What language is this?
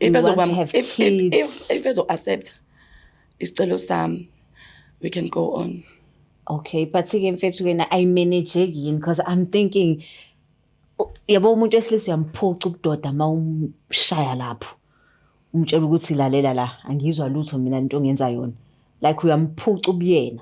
Zulu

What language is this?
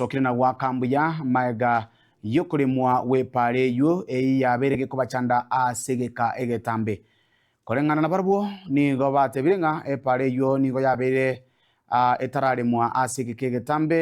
Gusii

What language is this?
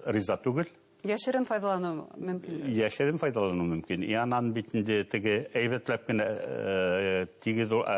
Bashkir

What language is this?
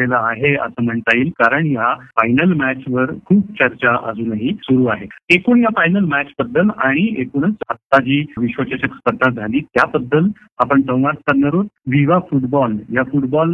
Marathi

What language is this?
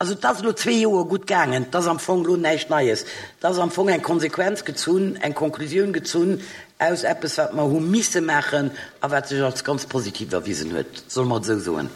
Luxembourgish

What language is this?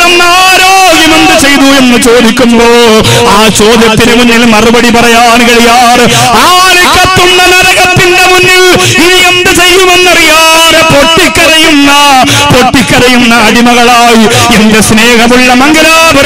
Malayalam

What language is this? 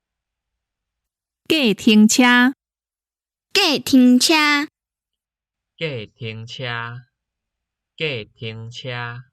Min Nan Chinese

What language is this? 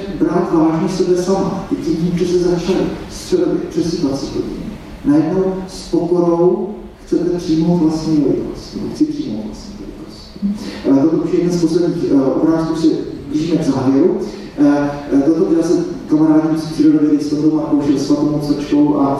Czech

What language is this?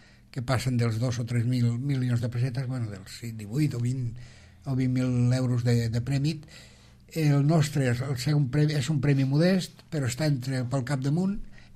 Catalan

